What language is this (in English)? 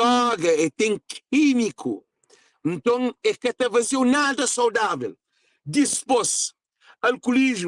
Kabuverdianu